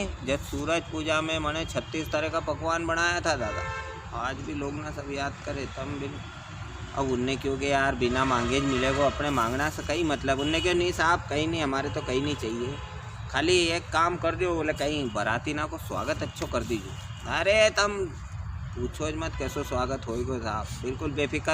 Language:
Rajasthani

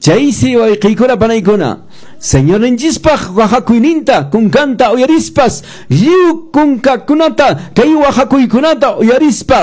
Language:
Quechua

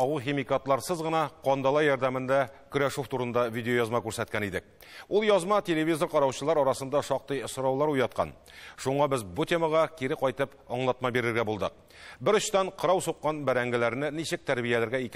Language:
Tatar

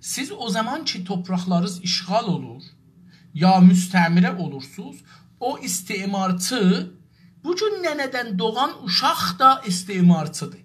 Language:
South Azerbaijani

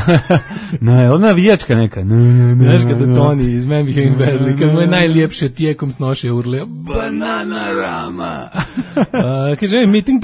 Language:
Serbian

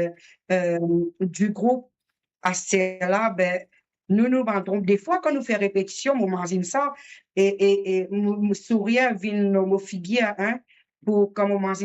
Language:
Morisyen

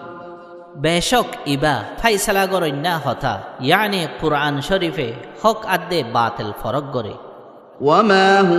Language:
Rohingya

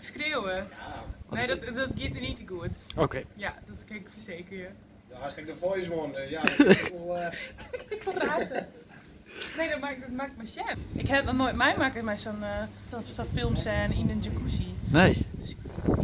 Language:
Western Frisian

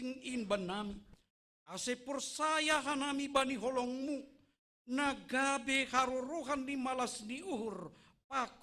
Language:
Batak Simalungun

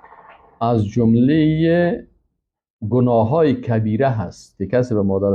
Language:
Persian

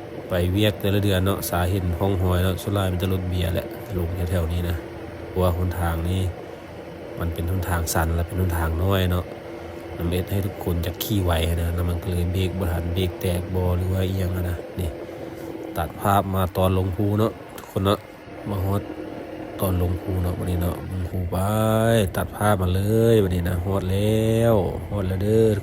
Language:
Lao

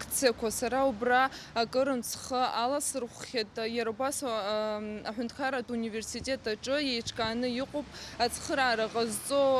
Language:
Abkhazian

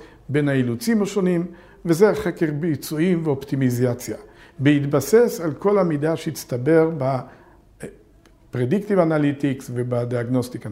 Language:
Hebrew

